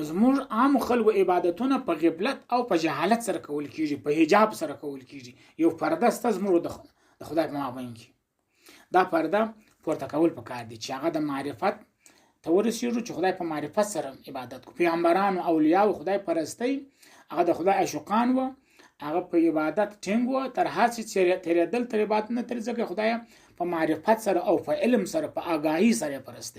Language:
Pashto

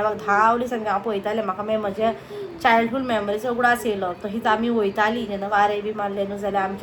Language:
Konkani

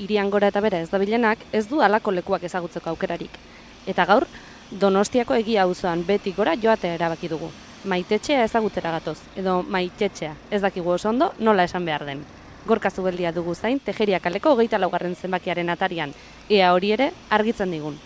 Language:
Basque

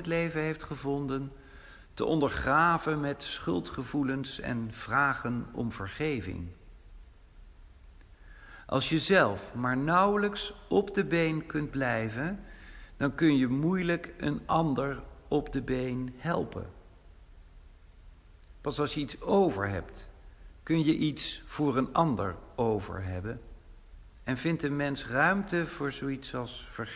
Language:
Dutch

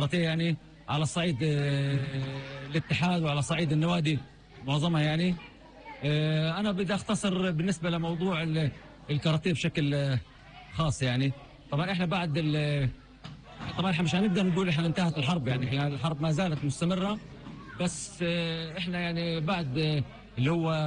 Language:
North Levantine Arabic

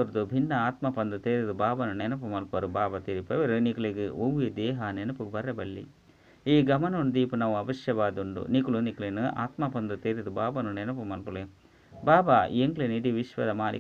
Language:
Tulu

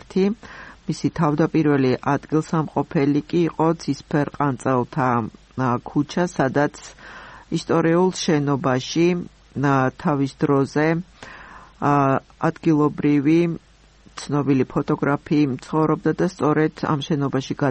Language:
Georgian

